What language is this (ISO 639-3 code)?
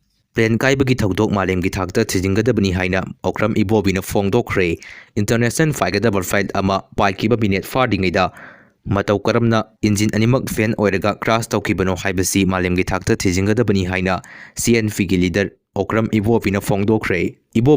mni